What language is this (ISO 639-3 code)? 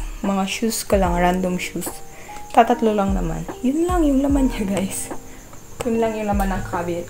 fil